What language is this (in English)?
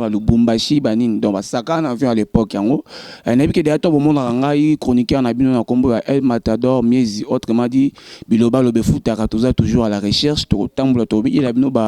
Lingala